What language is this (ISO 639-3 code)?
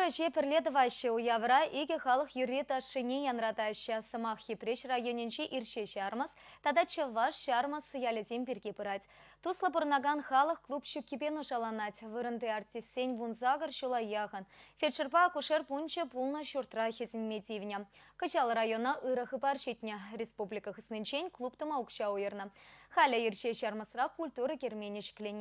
chv